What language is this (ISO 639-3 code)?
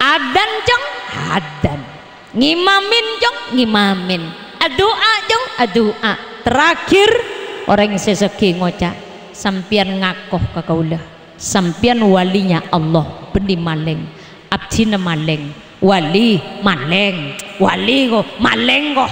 mad